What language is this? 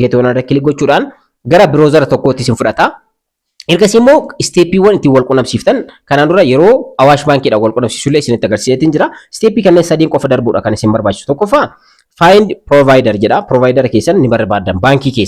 Oromo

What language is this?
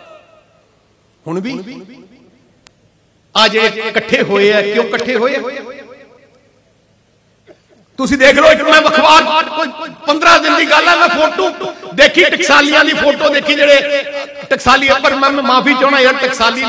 Punjabi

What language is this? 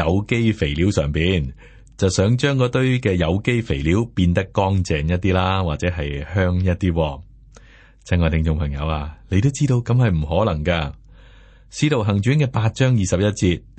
Cantonese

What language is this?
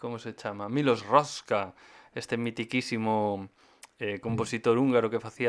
Galician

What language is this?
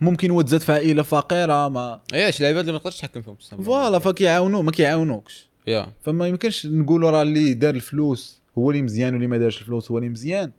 Moroccan Arabic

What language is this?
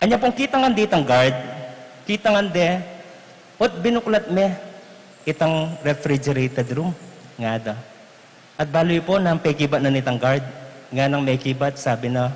Pampanga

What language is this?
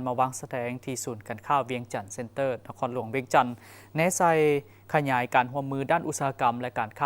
Lao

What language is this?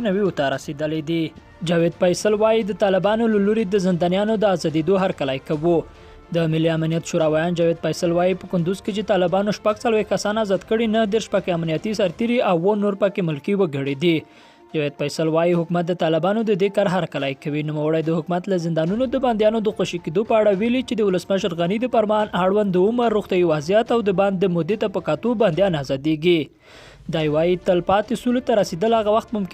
Pashto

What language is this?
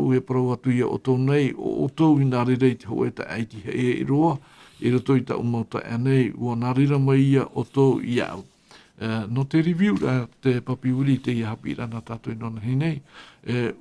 Tahitian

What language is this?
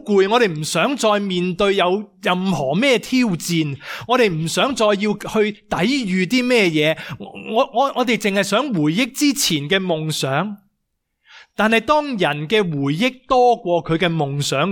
Cantonese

